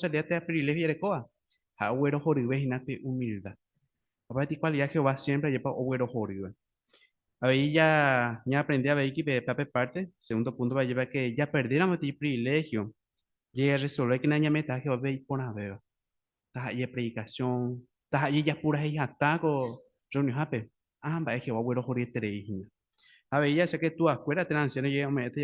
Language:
Guarani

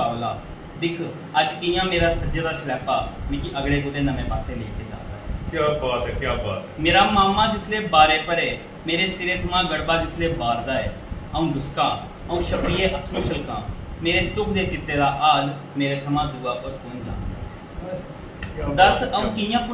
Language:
Dogri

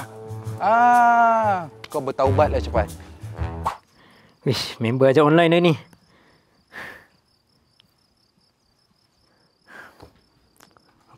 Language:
Malay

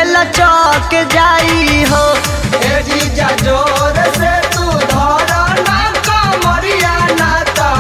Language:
Bhojpuri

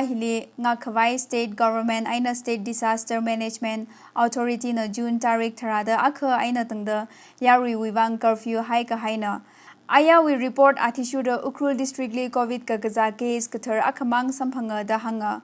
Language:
Tangkhul Naga (India)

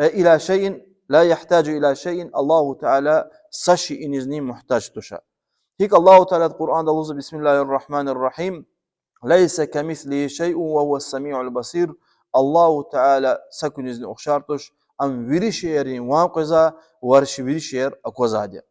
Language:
Lezghian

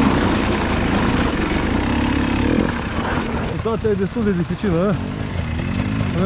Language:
Romanian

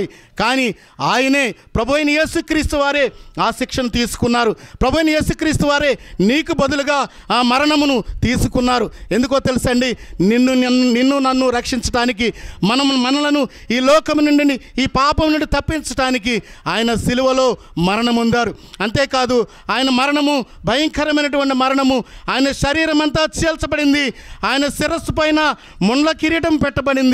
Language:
Telugu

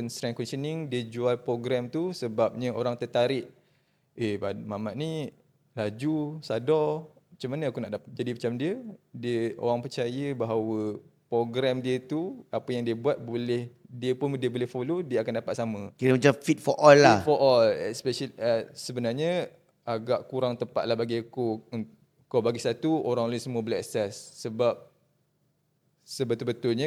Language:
Malay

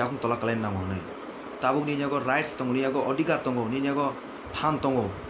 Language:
Kok Borok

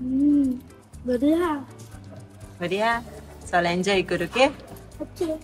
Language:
Konkani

